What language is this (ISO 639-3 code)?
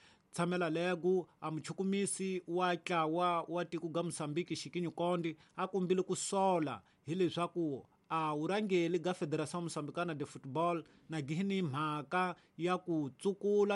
tso